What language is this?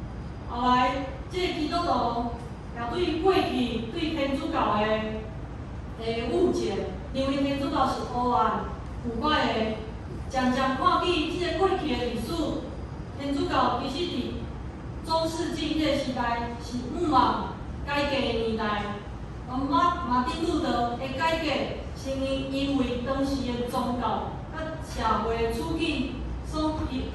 Min Nan Chinese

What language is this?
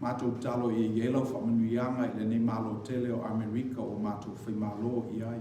Samoan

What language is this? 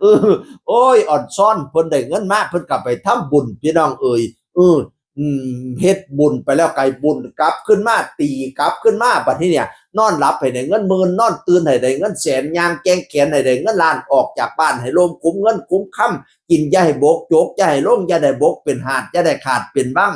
Northeastern Thai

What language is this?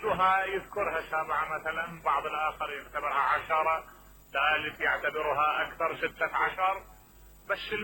Mesopotamian Arabic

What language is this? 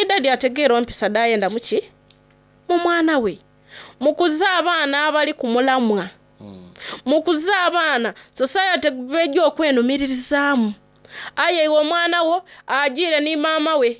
Soga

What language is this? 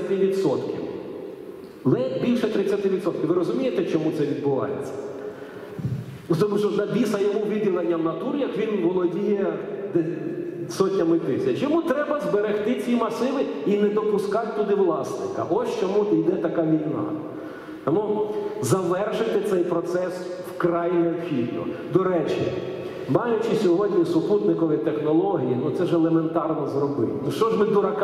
Ukrainian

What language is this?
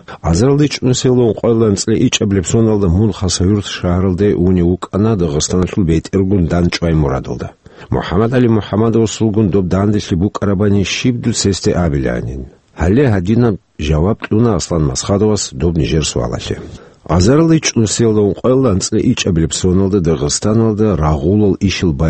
Avaric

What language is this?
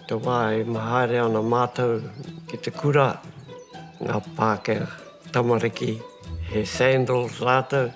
Māori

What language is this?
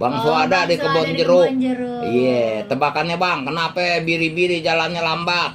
Betawi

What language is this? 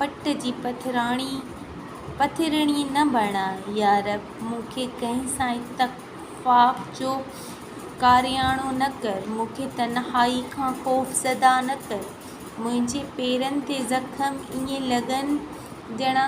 Sindhi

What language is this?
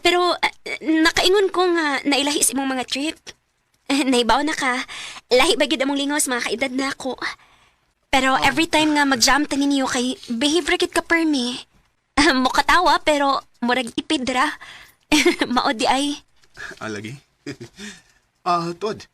Cebuano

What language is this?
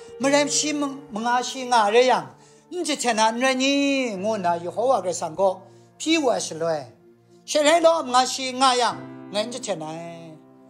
Kachin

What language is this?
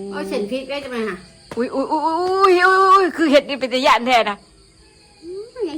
Northeastern Thai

